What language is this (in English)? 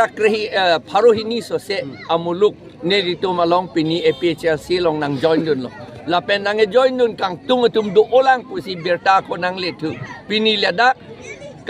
Karbi